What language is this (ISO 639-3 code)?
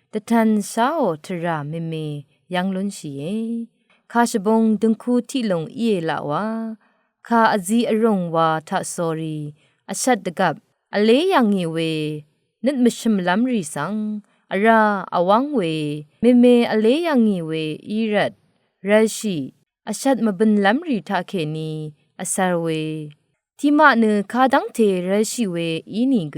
raw